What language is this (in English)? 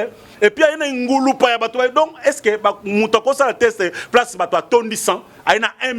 Lingala